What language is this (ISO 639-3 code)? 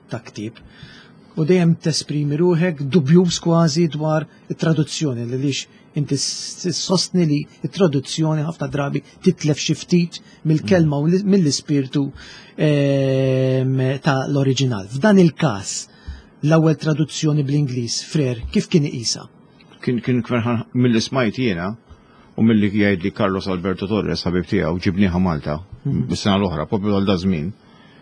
mlt